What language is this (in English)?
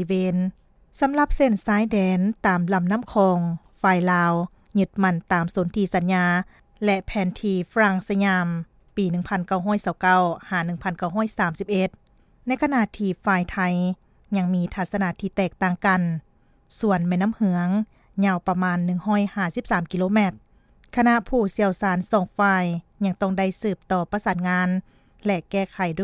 Lao